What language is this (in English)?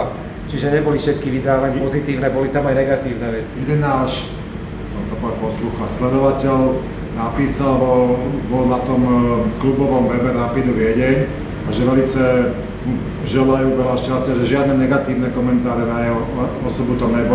Slovak